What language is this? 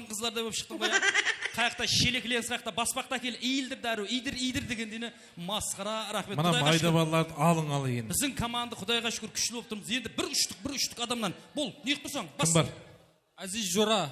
Kara-Kalpak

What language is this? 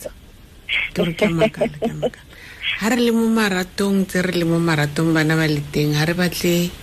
Tswana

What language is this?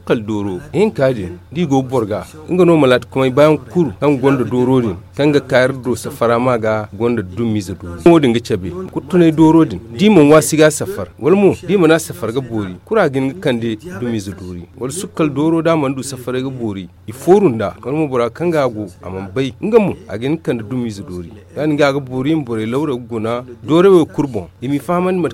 Zarma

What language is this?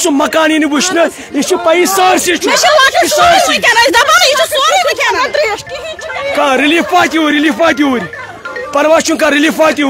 Kashmiri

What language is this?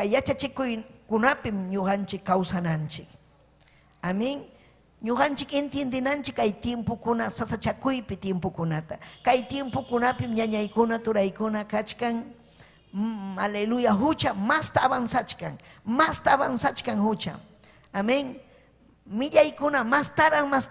Ayacucho Quechua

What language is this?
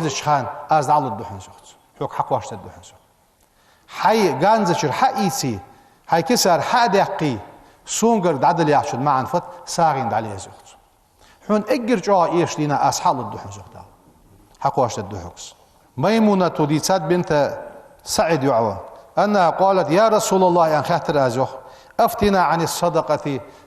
Ingush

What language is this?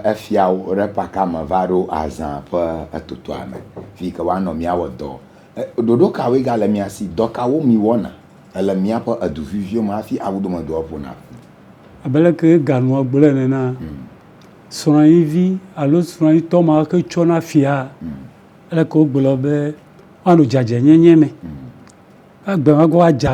Ewe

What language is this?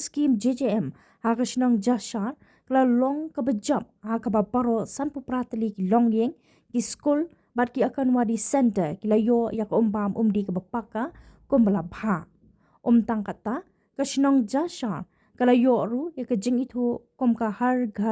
Khasi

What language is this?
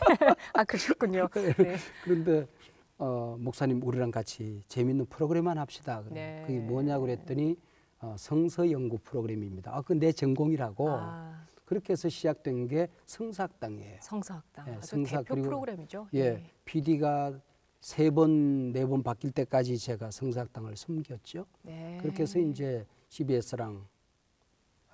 Korean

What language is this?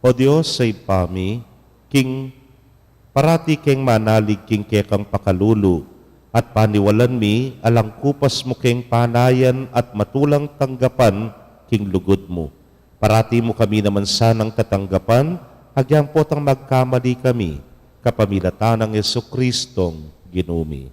Pampanga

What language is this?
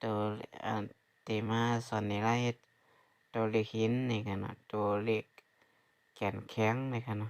Shan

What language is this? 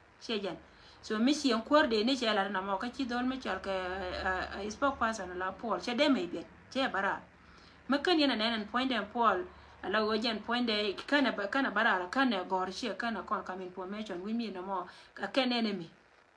Nuer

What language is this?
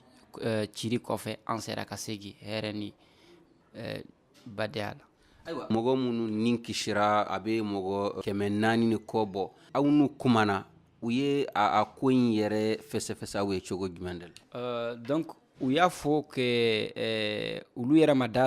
Bambara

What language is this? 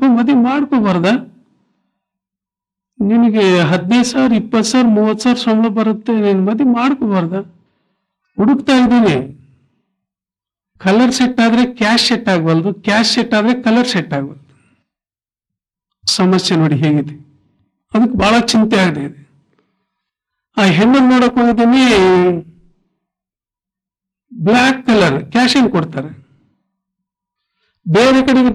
Kannada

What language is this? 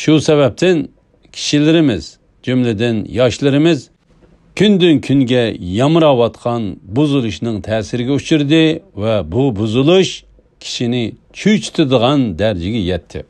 Uyghur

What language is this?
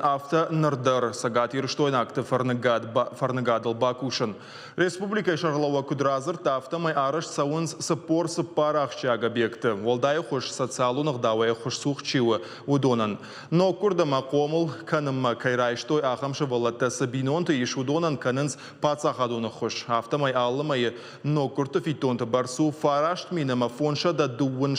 Ossetic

